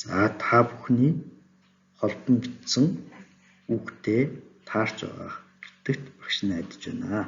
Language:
Mongolian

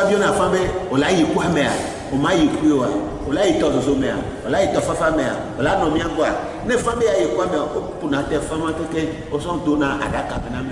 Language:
Ewe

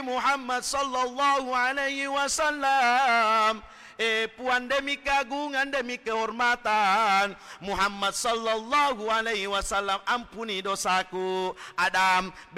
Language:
Buginese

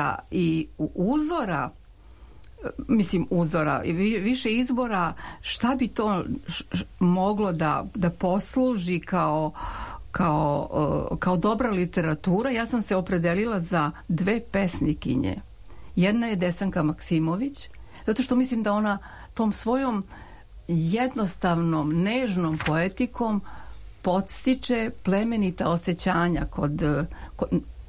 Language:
Serbian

